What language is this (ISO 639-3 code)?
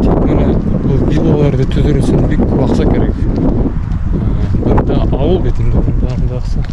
bak